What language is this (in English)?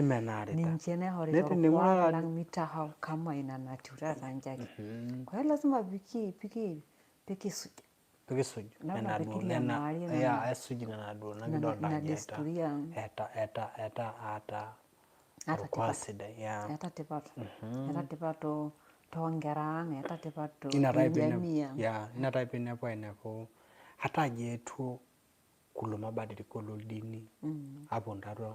Masai